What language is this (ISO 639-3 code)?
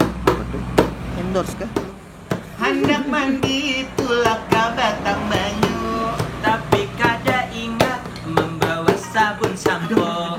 bjn